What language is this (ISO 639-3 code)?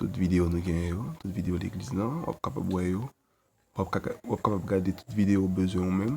hat